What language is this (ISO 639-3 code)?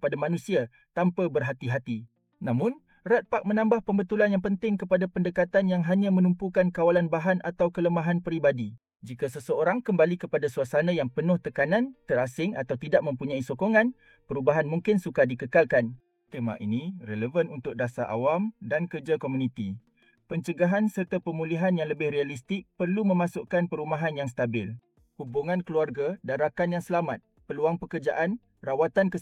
msa